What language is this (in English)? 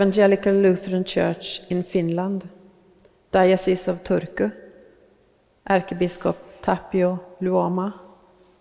Swedish